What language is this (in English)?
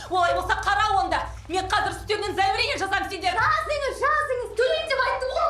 Kazakh